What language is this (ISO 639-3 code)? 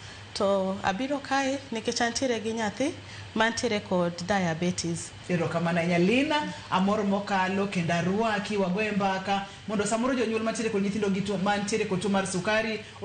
luo